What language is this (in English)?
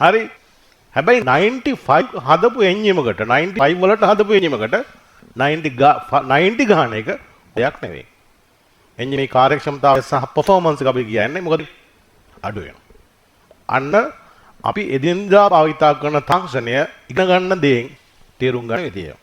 Sinhala